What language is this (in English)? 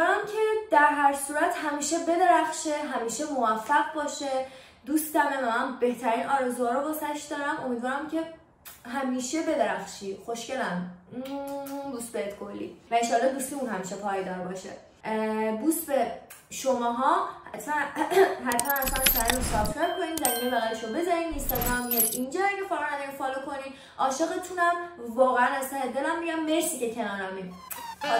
Persian